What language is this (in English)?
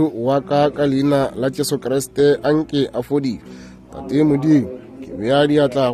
Northern Sotho